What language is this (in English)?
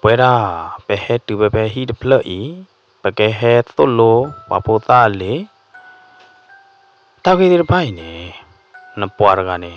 S'gaw Karen